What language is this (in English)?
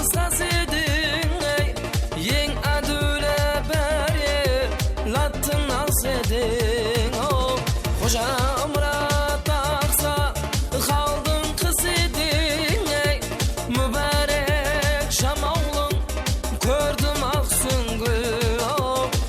Kara-Kalpak